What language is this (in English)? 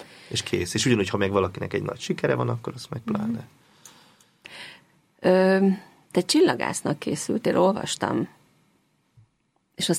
Hungarian